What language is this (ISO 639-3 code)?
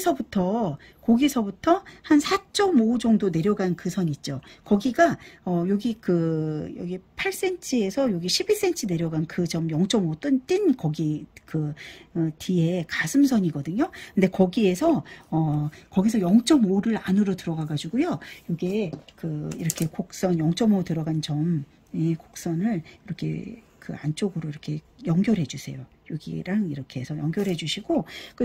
kor